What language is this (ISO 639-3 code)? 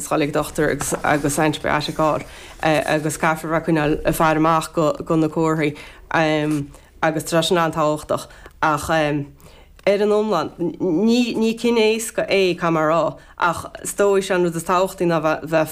gle